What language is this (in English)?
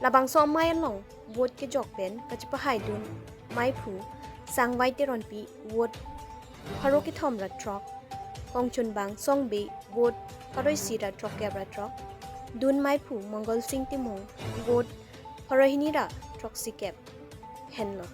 Karbi